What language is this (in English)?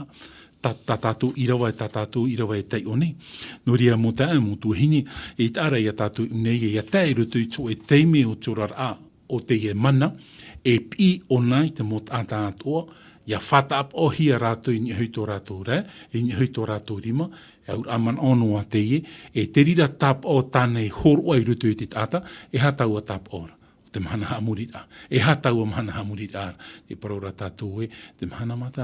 Tahitian